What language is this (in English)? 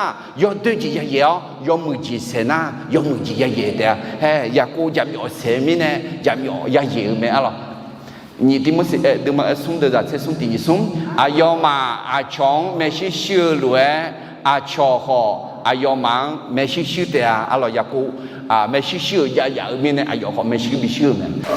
Akha